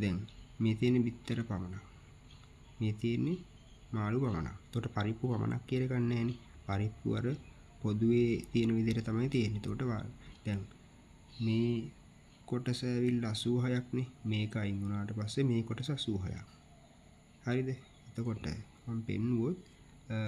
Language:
Sinhala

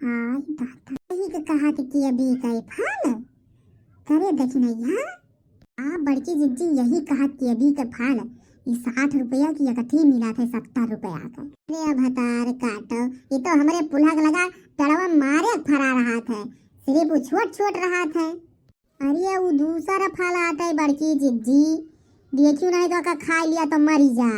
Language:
Awadhi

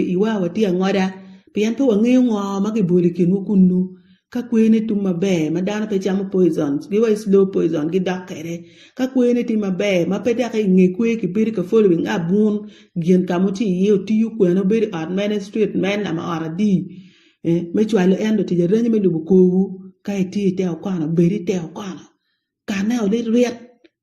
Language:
Acoli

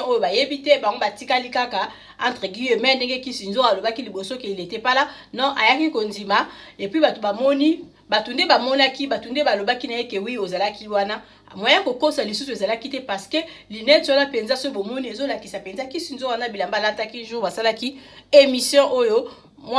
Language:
Lingala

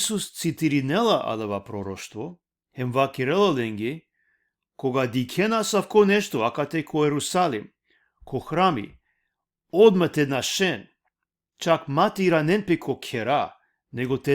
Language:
Balkan Romani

